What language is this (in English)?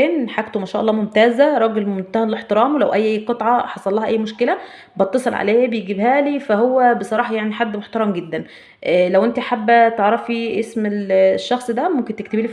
Egyptian Arabic